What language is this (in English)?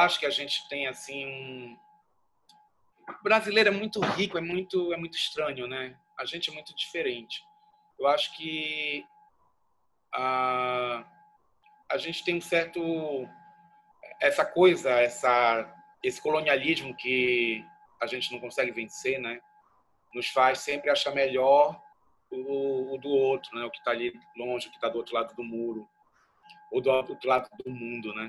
Portuguese